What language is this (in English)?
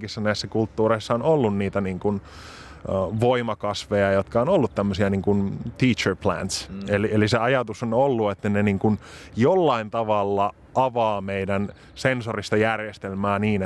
Finnish